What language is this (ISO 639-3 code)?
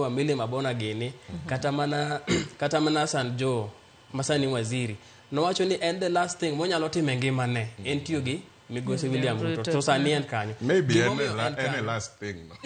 luo